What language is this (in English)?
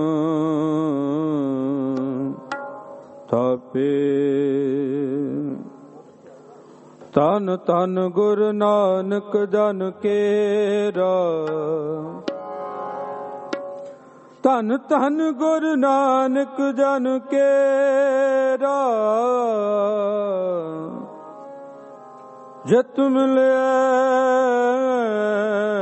Punjabi